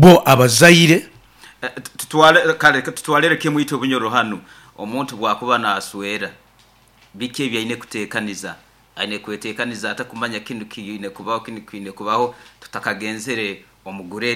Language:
Nyoro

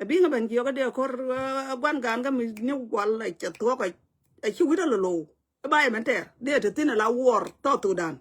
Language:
Nuer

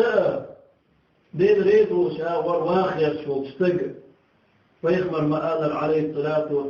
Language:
Chechen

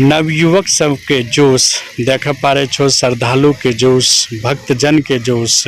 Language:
Angika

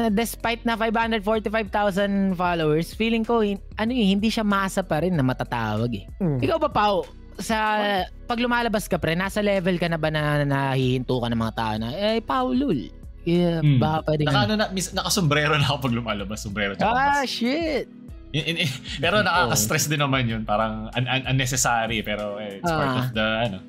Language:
Filipino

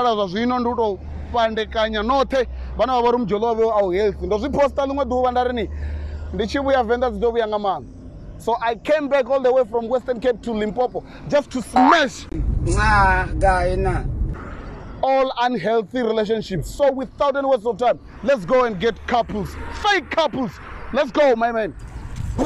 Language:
Venda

